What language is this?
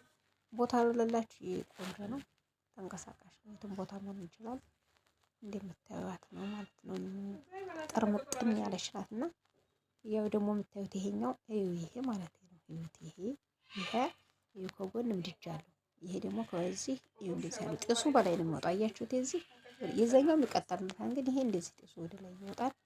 Amharic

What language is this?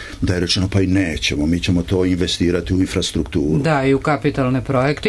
Serbian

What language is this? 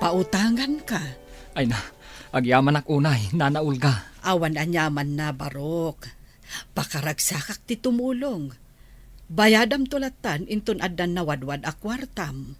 Iloko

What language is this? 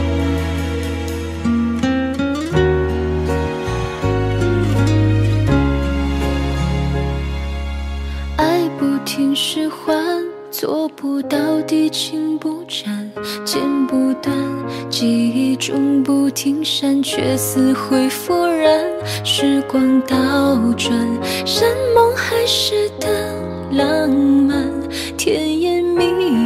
Chinese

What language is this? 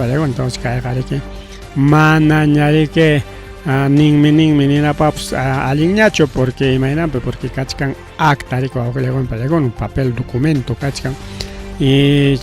Ayacucho Quechua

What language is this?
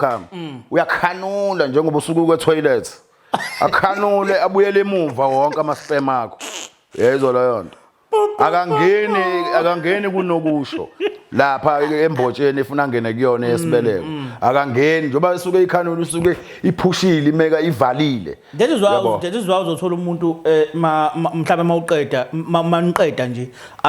Zulu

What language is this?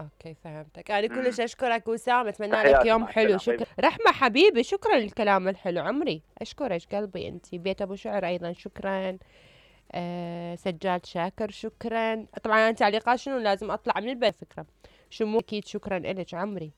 Mesopotamian Arabic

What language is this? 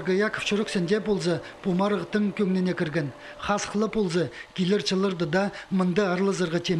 Khakas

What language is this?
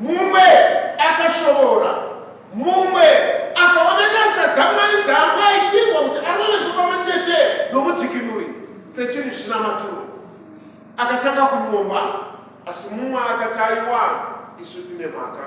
Shona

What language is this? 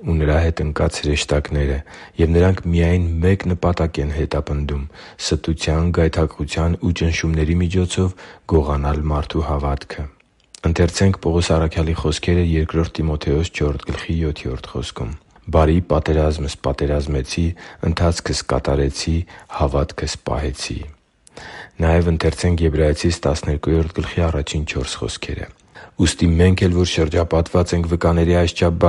Armenian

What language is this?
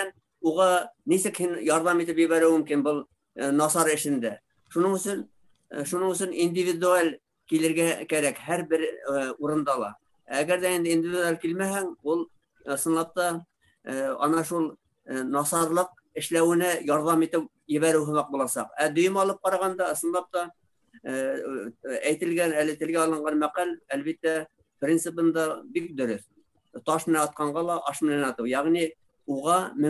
Bashkir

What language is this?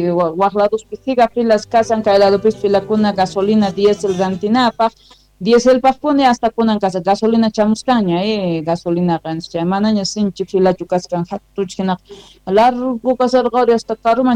Quechua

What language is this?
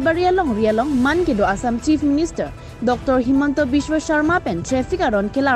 Karbi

